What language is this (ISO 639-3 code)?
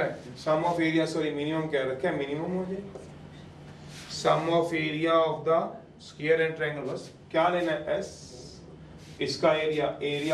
hin